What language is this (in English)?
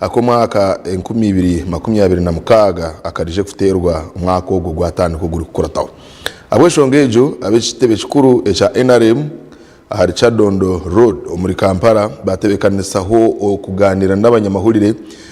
Nyankole